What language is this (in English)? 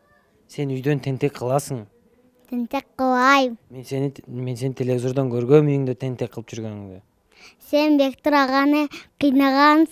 Kyrgyz